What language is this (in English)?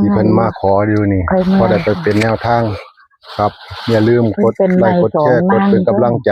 Northeastern Thai